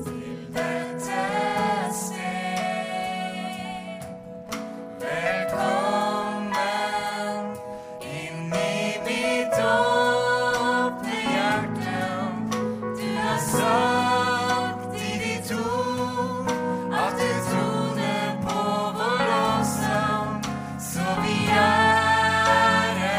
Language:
Norwegian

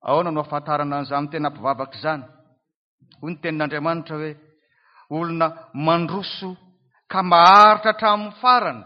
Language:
Malagasy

